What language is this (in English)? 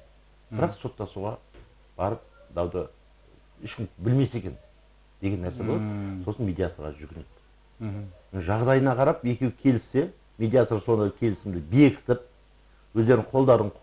Kazakh